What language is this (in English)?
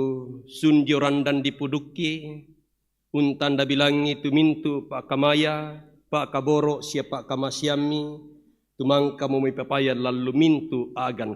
Toraja-Sa'dan